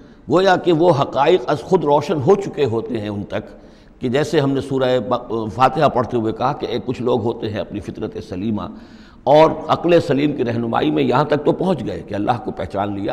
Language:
Urdu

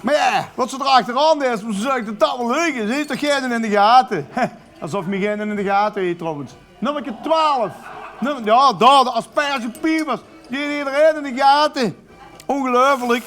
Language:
Limburgish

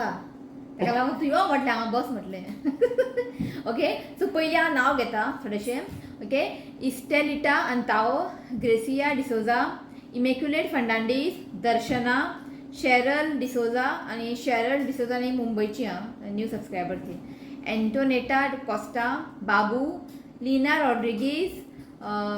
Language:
Konkani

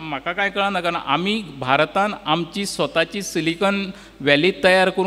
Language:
Konkani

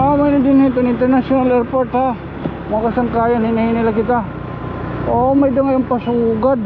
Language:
Waray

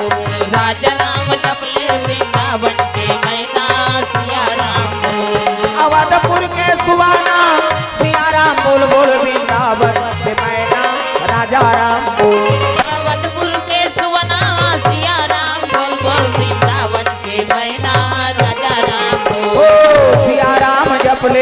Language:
Chhattisgarhi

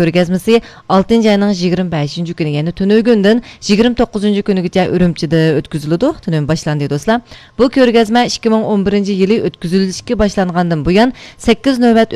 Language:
Uyghur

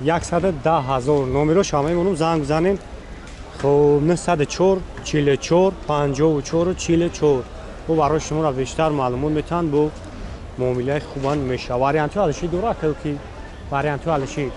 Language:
Tajik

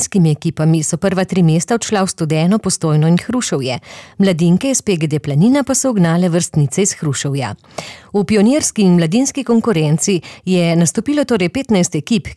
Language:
Slovenian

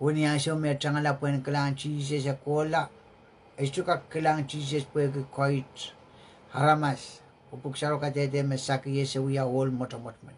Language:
Pohnpeian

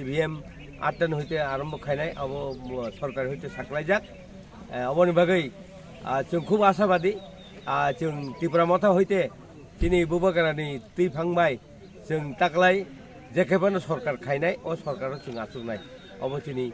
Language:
Kok Borok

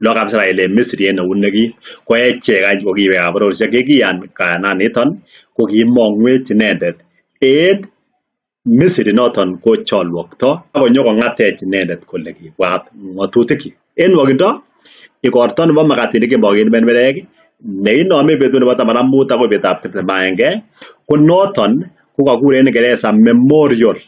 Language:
Kalenjin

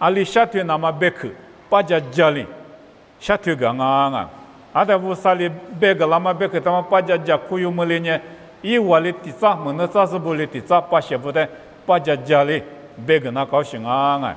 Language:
Lisu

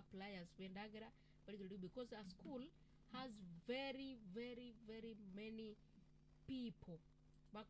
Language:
Gusii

